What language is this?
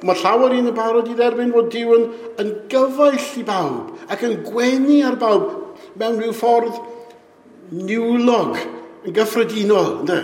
Welsh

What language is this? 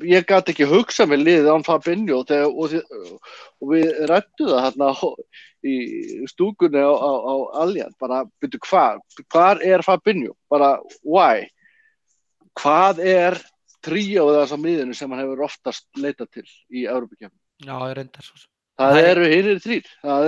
Icelandic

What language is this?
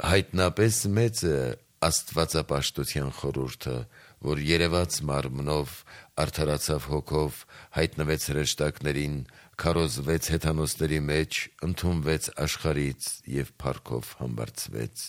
Armenian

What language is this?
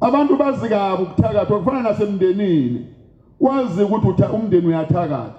Zulu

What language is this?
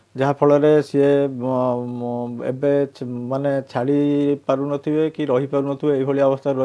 Odia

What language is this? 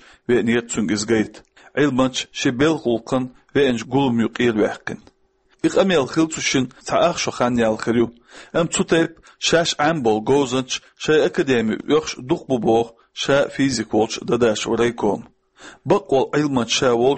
Chechen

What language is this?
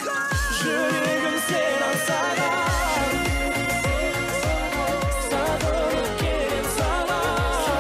Kazakh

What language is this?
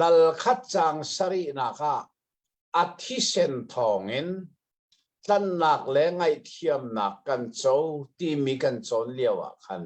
Hakha Chin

